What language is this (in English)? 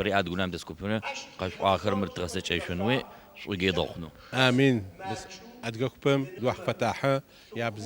Adyghe